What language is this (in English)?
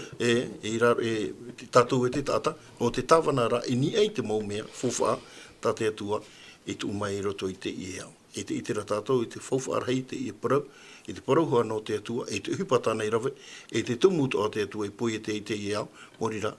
Tahitian